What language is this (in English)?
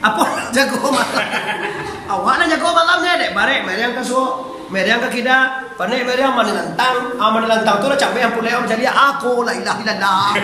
Minangkabau